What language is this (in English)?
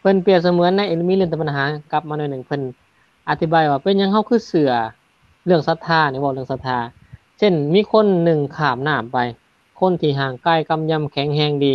Lao